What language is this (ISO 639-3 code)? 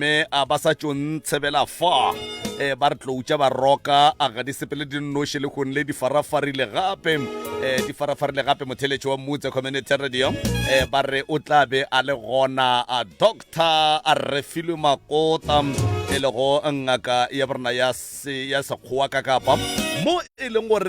nso